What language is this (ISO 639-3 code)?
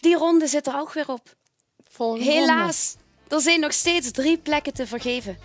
lim